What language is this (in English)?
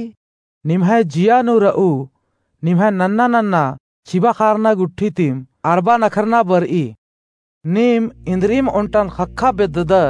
Kurukh